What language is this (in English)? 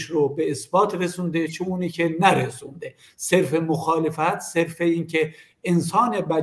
Persian